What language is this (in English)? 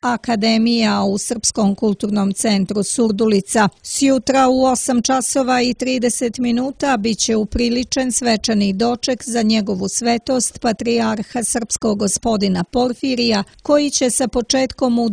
Serbian